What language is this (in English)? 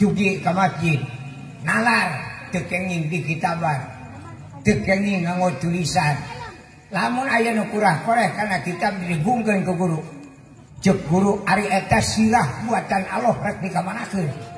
Sundanese